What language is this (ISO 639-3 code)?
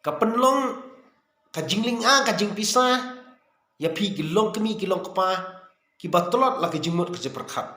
kha